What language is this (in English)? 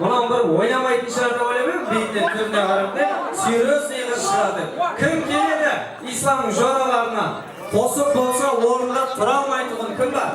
Kara-Kalpak